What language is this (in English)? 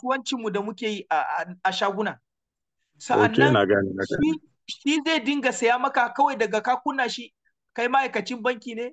Hausa